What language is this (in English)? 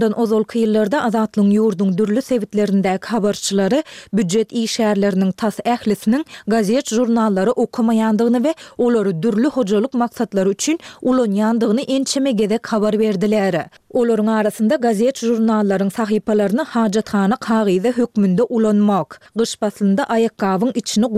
Turkmen